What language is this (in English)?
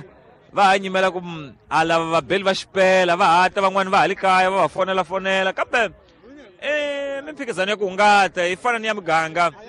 Tsonga